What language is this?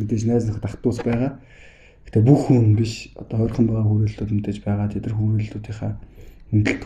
Mongolian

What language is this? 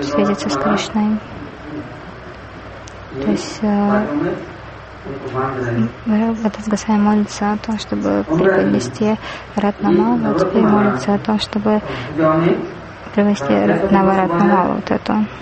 Russian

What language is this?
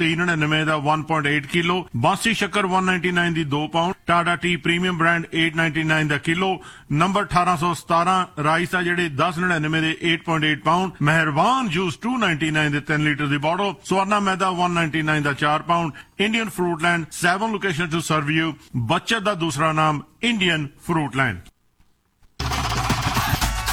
Punjabi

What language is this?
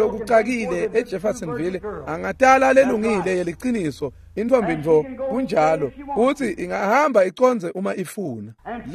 Swati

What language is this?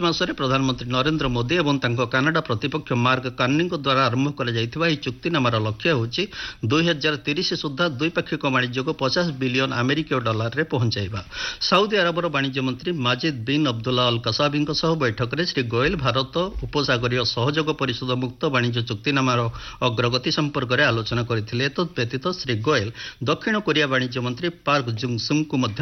Odia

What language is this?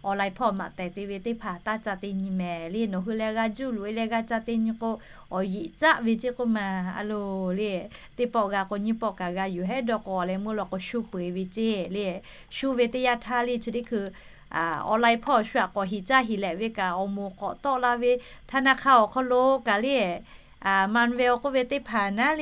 Lahu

